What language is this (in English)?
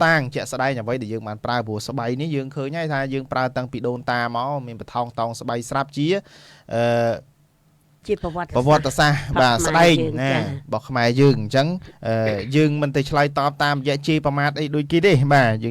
Khmer